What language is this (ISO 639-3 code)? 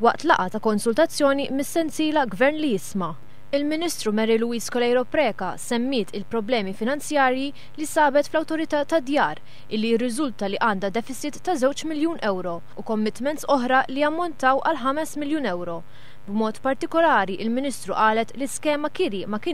mlt